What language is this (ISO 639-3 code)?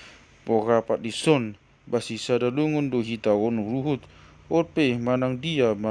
bbc